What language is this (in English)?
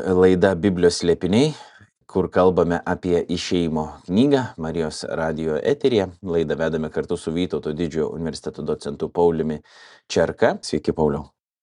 Lithuanian